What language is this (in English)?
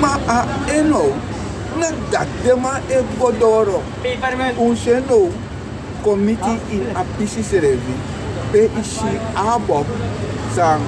Sranan Tongo